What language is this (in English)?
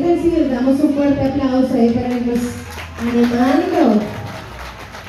Spanish